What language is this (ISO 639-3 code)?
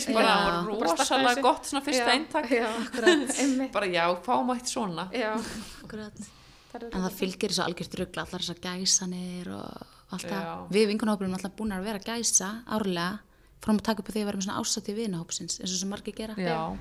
isl